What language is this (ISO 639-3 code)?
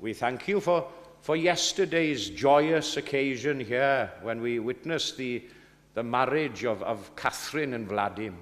cym